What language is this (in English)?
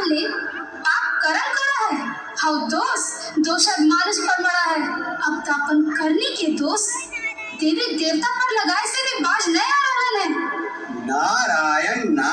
Magahi